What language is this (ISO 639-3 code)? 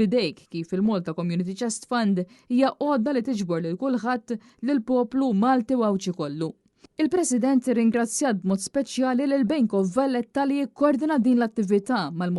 mlt